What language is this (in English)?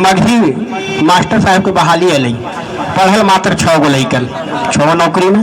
Magahi